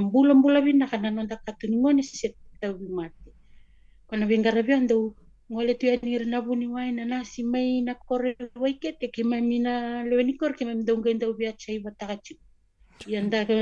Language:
Fijian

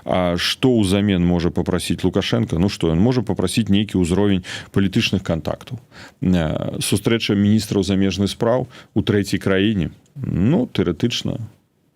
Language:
Belarusian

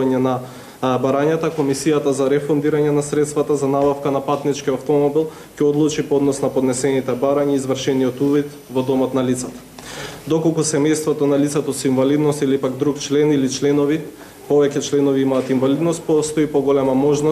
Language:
Macedonian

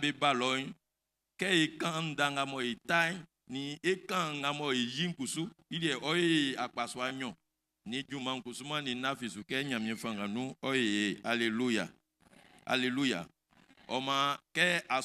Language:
Baoulé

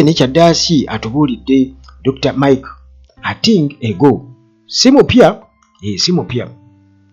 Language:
Ganda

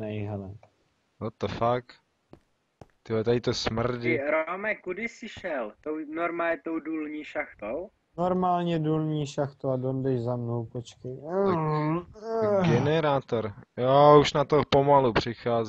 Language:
Czech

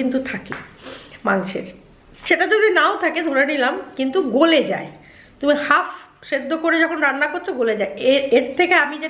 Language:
Bangla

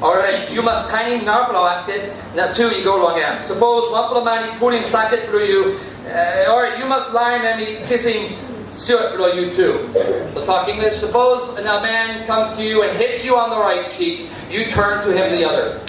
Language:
Tok Pisin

